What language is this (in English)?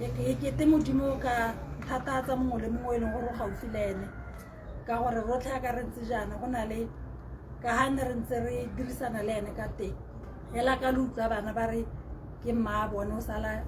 Tswana